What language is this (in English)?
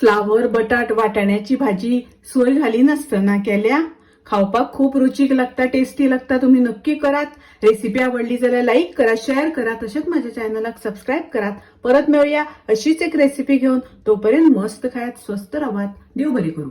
Konkani